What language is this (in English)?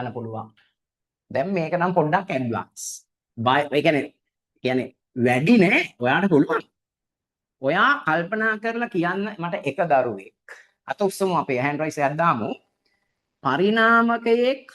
Sinhala